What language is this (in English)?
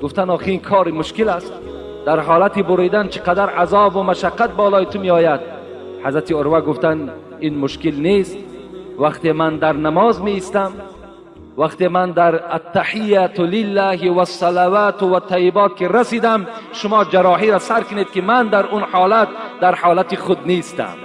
Tajik